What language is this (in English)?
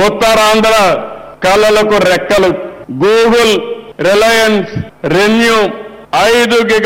Telugu